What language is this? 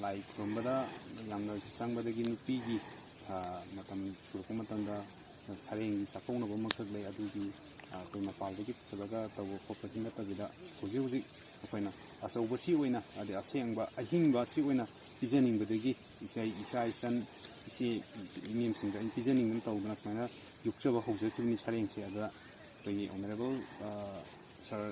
Manipuri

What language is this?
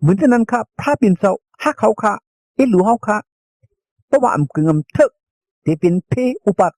Shan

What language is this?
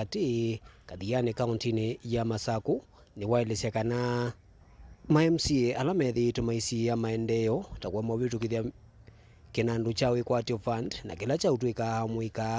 Kamba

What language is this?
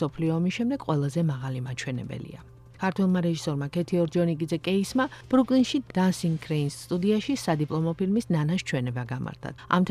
Georgian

